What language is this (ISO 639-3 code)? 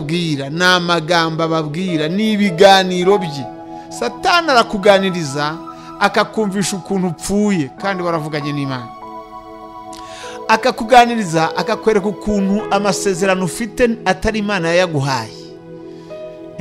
kin